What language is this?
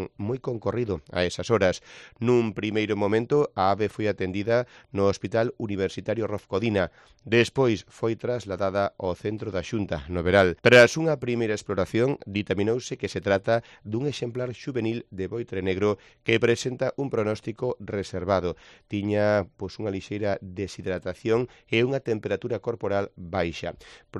Galician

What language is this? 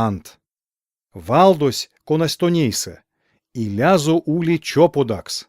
Erzya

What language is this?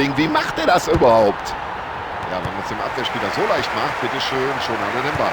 Bavarian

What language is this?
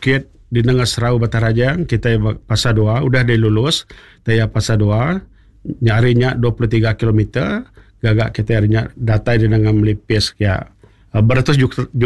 Iban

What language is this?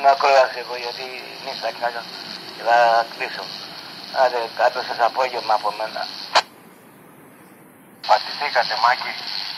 Greek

